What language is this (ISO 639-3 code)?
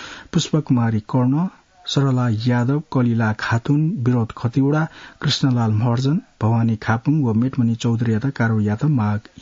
new